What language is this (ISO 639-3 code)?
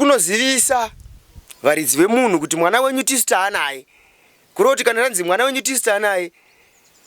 sna